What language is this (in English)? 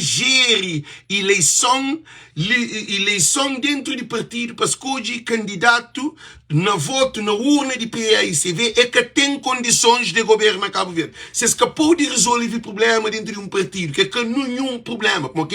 Kabuverdianu